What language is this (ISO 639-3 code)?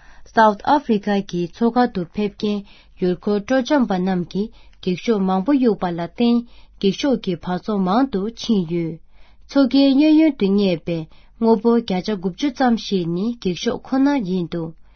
bod